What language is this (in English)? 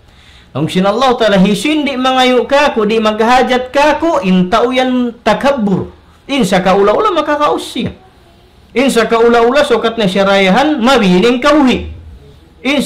Tausug